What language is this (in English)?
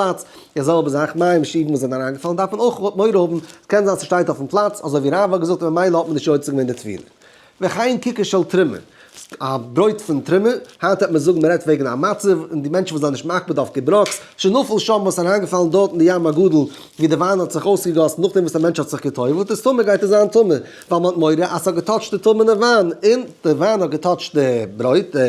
Yiddish